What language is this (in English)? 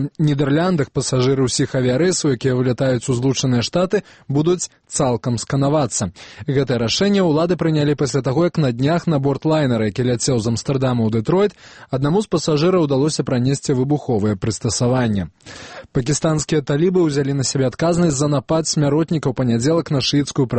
Belarusian